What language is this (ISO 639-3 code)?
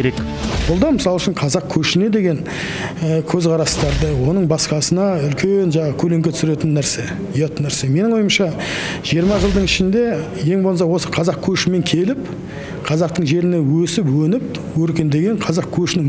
kaz